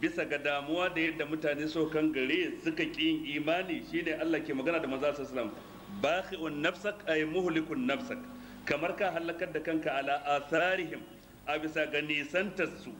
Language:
Hausa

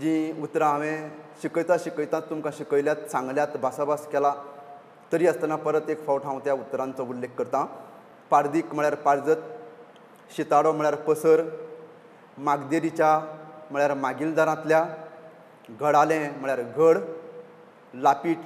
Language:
Konkani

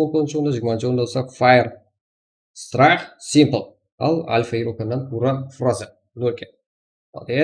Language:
Kara-Kalpak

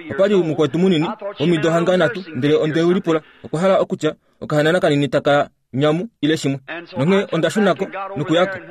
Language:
Kuanyama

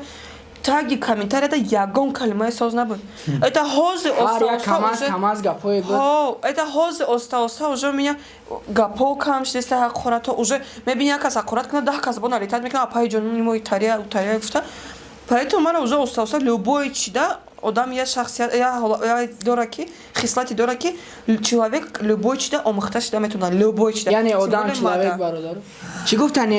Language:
Tajik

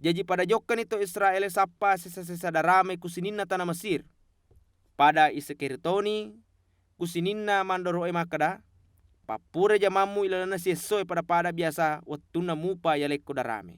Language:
Buginese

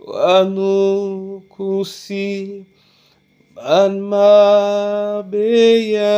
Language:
Duala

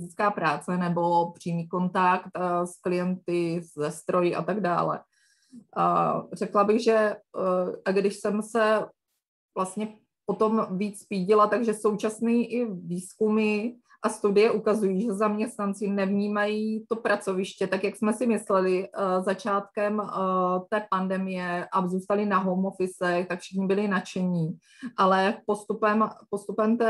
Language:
Czech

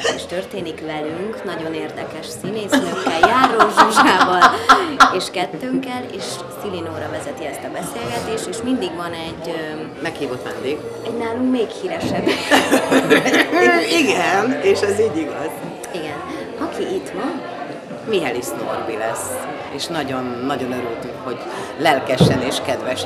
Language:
Hungarian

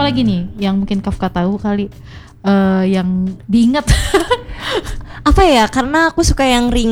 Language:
Indonesian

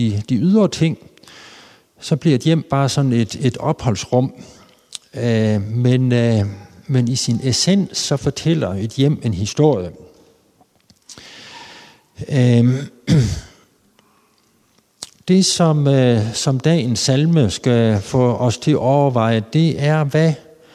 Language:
Danish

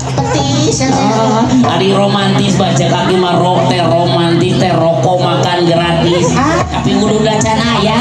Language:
Sundanese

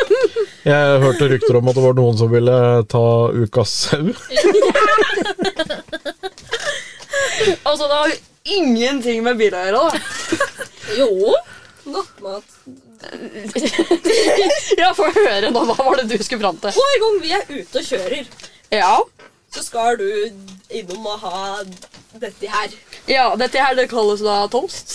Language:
Norwegian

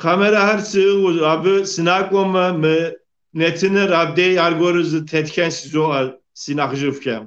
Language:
Kabardian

